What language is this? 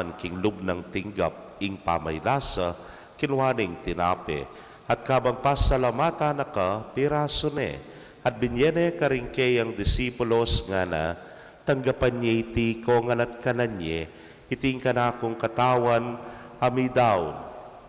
Pampanga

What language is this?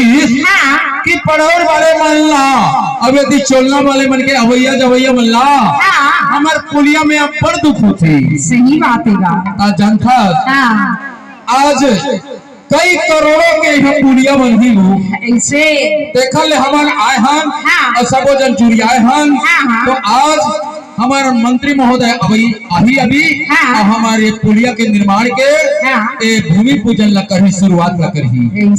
Chhattisgarhi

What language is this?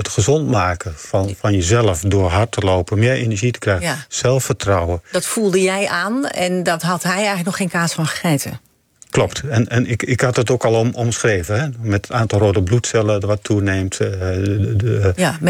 Dutch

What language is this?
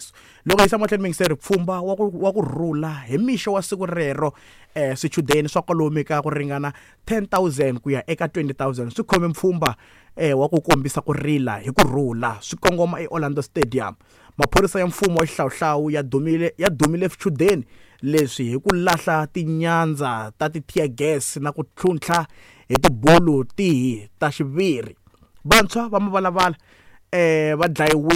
Tsonga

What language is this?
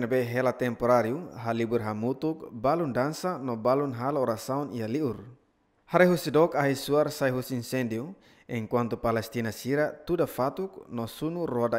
Tetum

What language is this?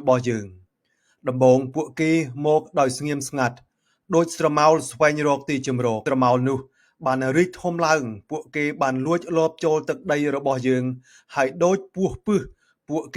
Khmer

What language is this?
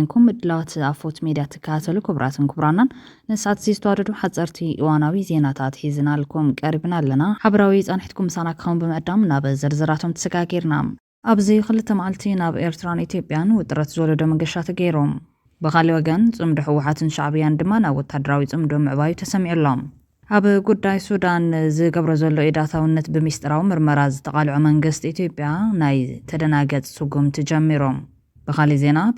Tigrinya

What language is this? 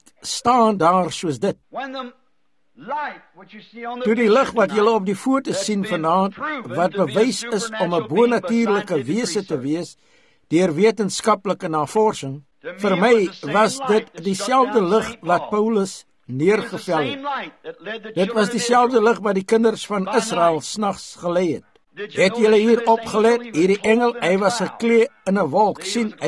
Afrikaans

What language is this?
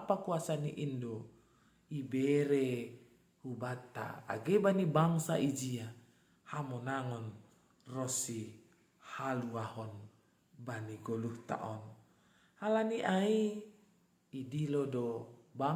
Batak Simalungun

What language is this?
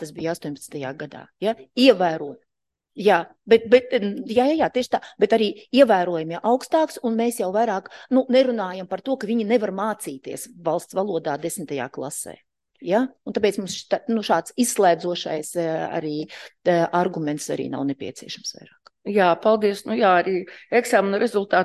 Latvian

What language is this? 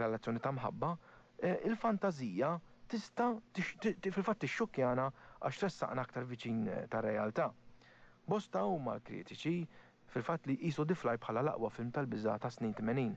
Maltese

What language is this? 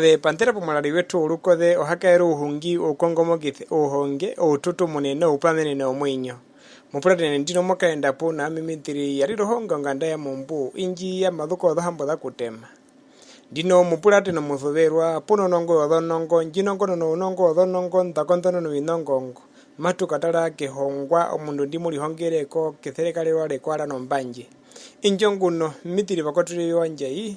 Herero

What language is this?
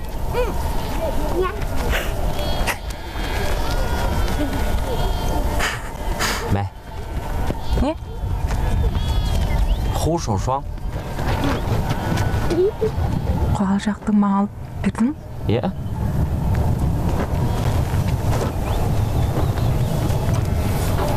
Kazakh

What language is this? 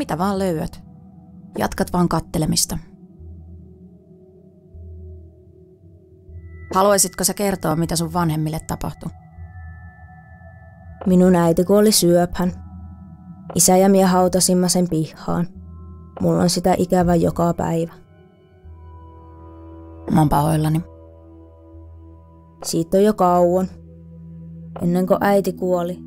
Finnish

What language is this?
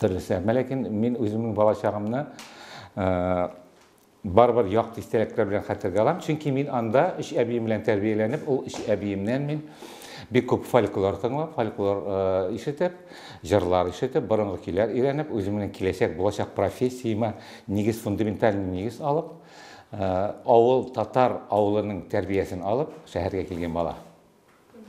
Tatar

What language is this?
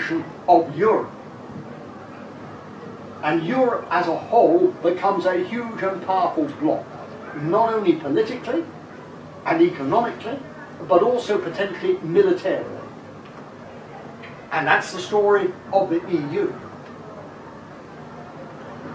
English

